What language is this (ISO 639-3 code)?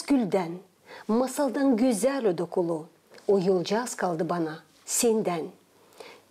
gag